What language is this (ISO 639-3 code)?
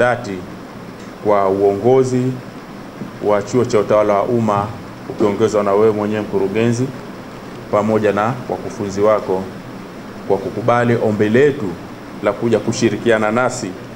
swa